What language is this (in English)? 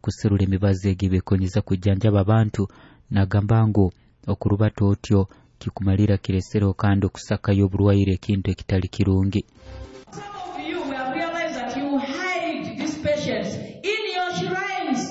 Nyoro